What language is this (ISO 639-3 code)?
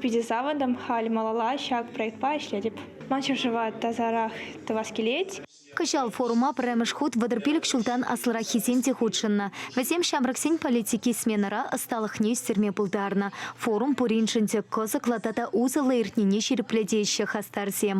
chv